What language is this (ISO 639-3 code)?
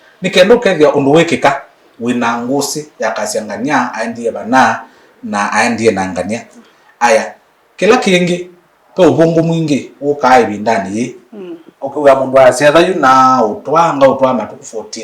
kam